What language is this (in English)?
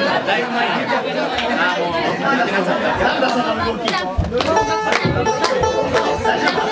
Japanese